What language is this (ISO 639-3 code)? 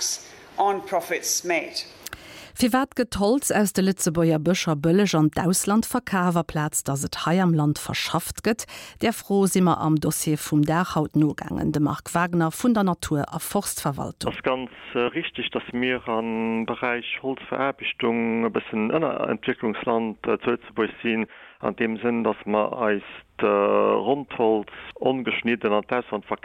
ltz